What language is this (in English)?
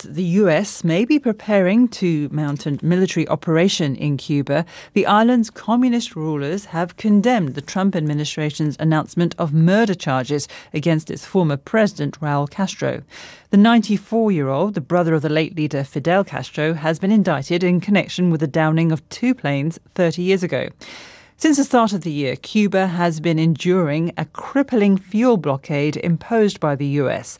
English